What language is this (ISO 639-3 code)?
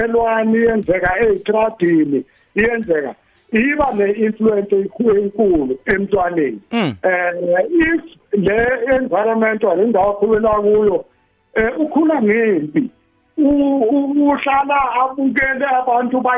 nbl